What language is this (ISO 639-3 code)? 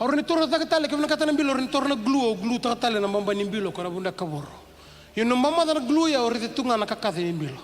fij